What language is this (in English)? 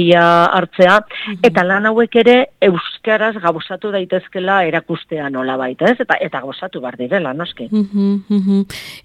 Basque